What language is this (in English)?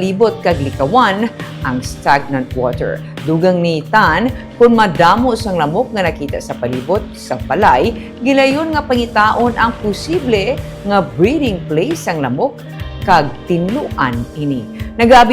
Hiligaynon